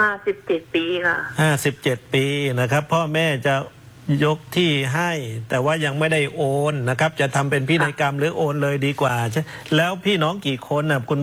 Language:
Thai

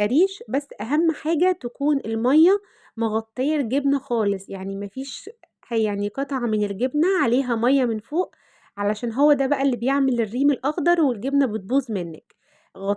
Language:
Egyptian Arabic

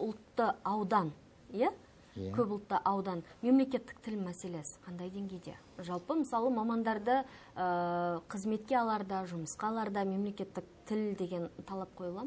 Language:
Kazakh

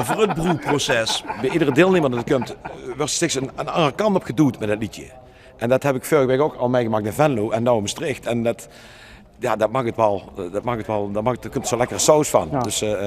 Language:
Limburgish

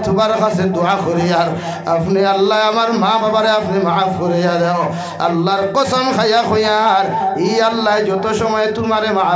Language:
Sylheti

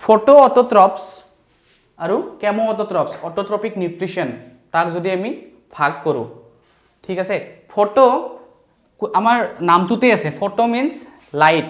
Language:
Assamese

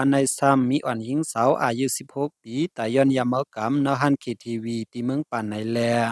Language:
Shan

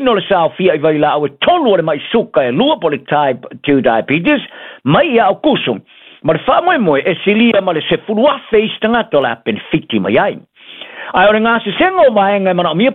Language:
Samoan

